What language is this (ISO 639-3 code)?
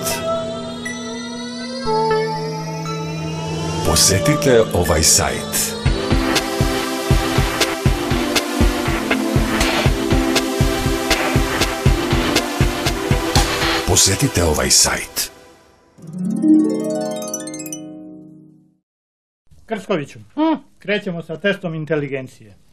srp